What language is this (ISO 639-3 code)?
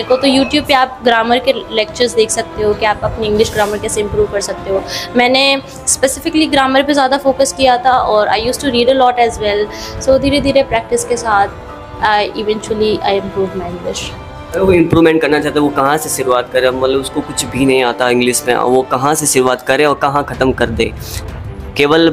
hin